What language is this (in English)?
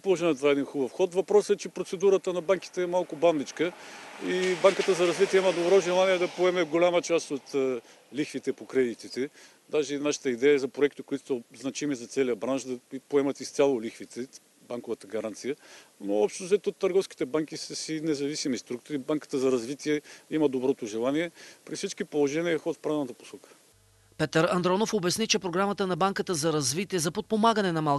Bulgarian